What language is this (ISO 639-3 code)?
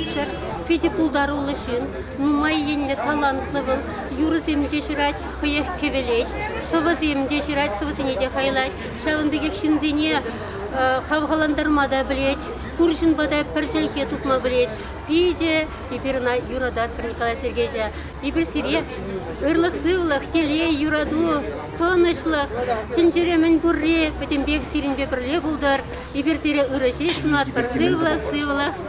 chv